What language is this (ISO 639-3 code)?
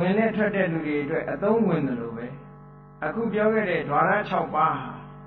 mya